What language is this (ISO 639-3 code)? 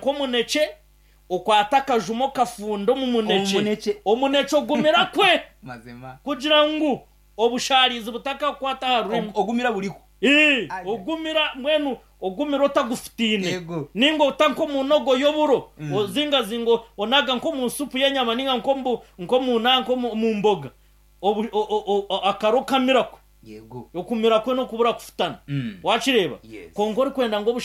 nyn